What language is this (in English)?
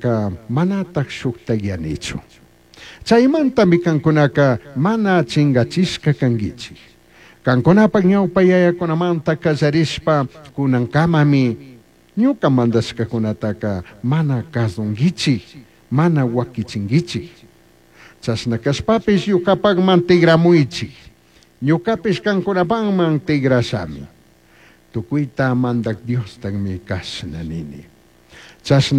Chimborazo Highland Quichua